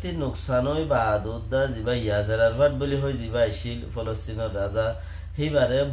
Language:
Rohingya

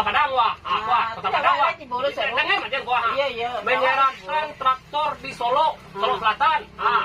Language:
Minangkabau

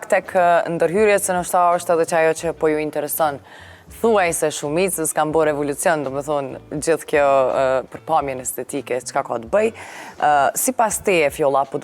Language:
Albanian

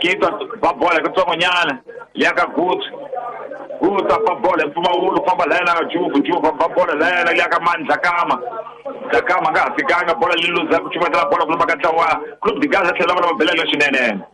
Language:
Tsonga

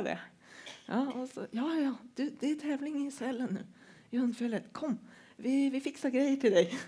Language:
Swedish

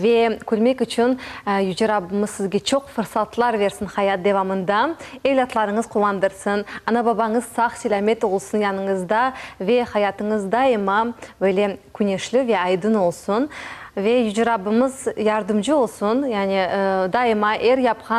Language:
Crimean Tatar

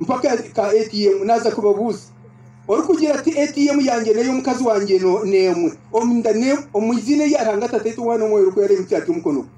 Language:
Nyankole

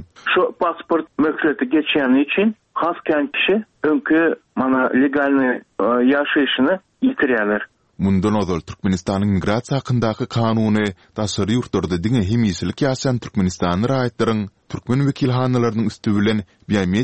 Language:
Turkmen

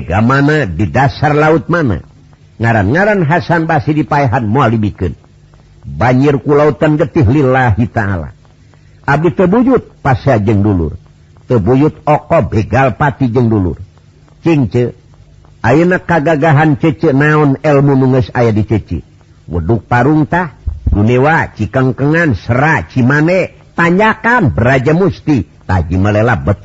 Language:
Sundanese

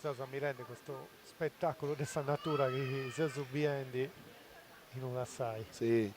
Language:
Sardinian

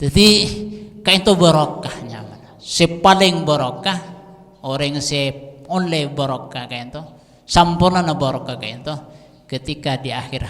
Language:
Madurese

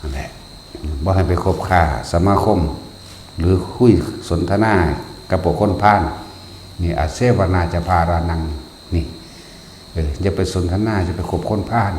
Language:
Northeastern Thai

